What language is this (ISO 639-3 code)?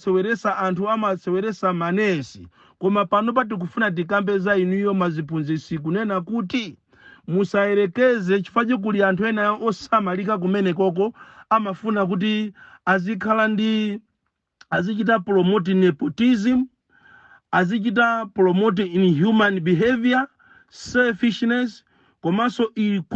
nya